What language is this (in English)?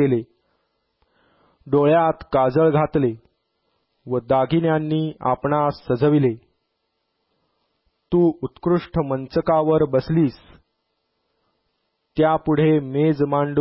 Marathi